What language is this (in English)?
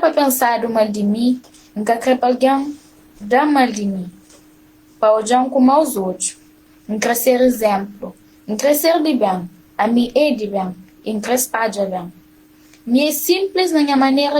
Kabuverdianu